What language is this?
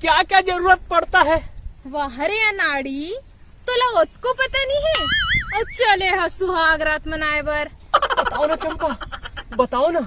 Chhattisgarhi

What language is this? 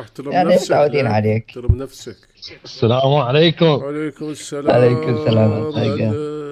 Mesopotamian Arabic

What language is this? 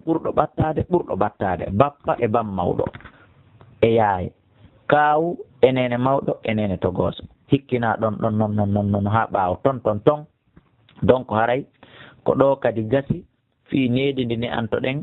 Fula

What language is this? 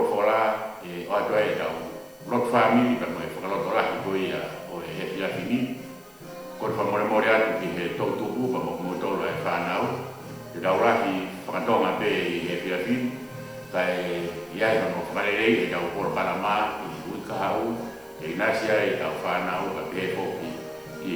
Tongan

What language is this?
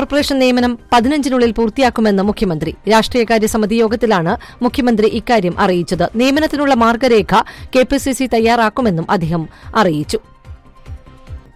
Malayalam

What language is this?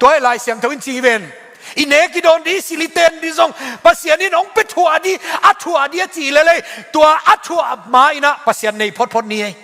Tedim Chin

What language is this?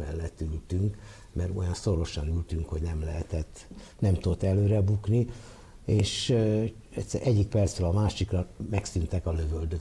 Hungarian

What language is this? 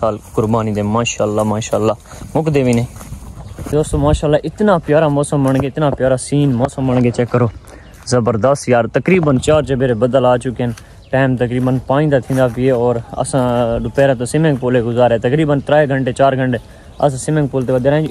Saraiki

